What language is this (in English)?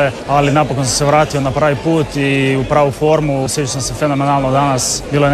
Croatian